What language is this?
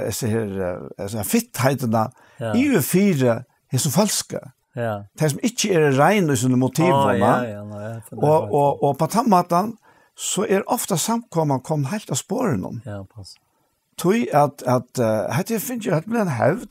Faroese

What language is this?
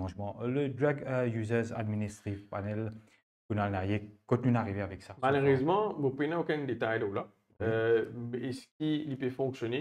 Morisyen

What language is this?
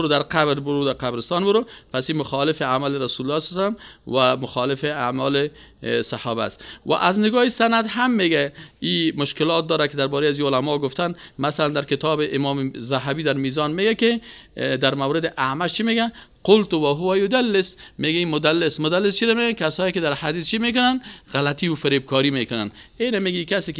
Persian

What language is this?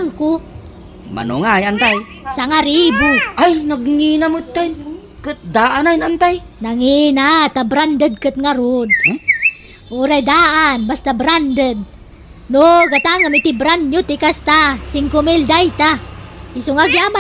Iloko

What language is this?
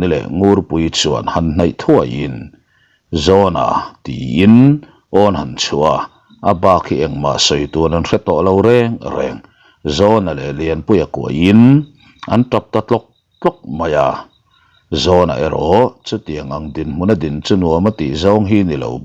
Mizo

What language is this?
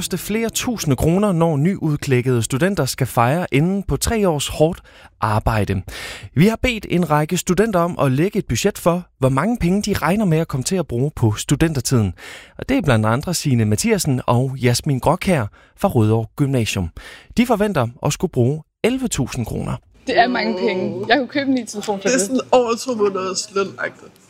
Danish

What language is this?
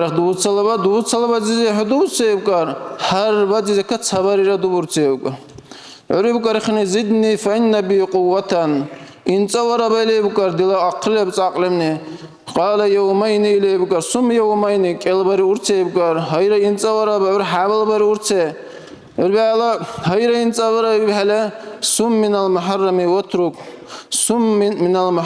Dargwa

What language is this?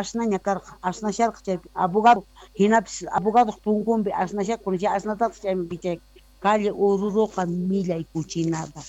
Quechua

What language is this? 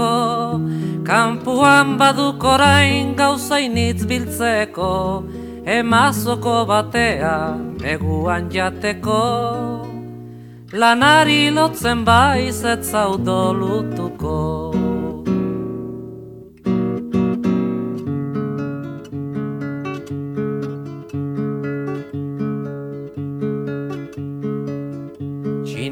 Basque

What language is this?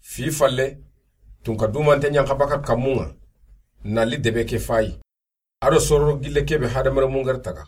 Soninke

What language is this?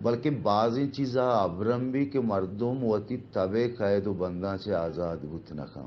Baluchi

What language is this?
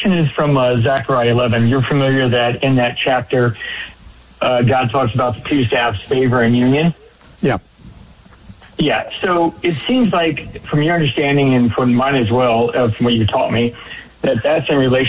English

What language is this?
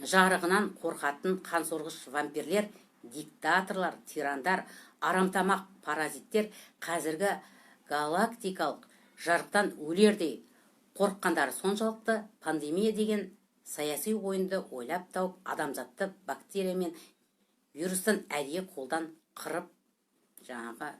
Kazakh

